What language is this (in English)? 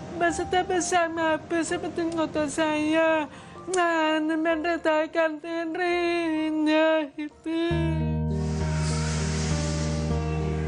Indonesian